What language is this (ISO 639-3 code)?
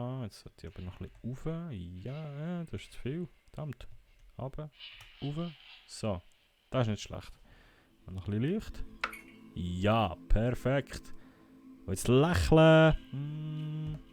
gsw